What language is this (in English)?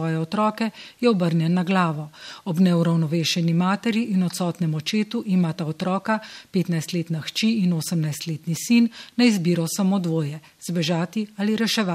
Slovenian